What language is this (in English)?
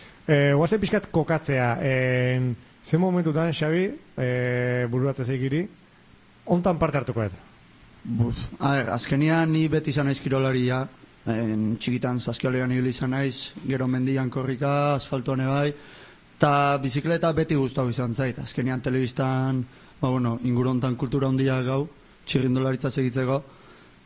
Basque